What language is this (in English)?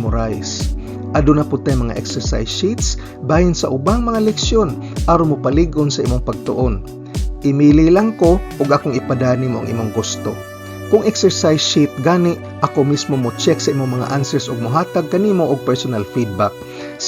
Cebuano